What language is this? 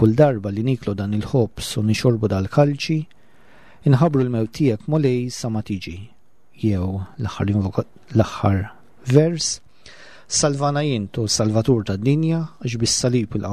Maltese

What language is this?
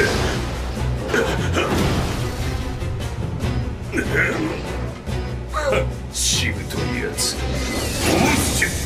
Japanese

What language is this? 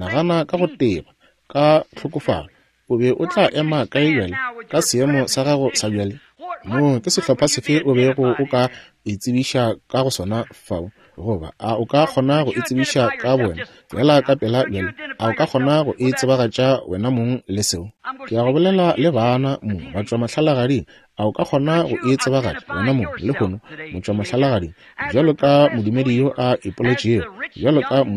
Northern Sotho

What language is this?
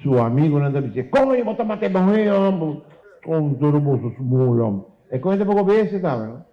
Papiamento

